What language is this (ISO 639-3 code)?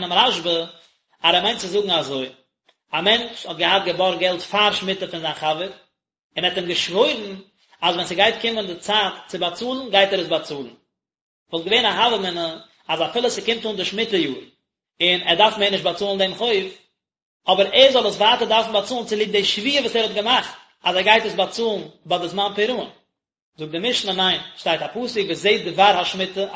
yid